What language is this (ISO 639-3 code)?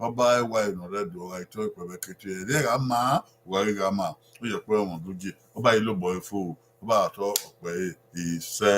bin